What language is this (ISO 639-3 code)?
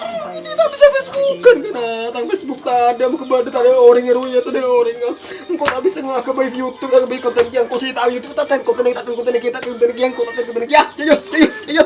mad